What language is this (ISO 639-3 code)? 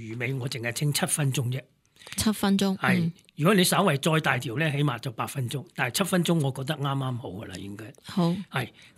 yue